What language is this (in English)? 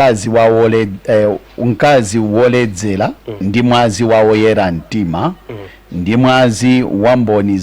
Nyanja